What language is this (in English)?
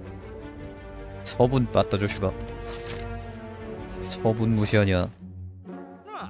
Korean